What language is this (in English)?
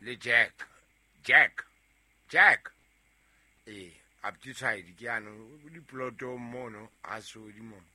Southern Sotho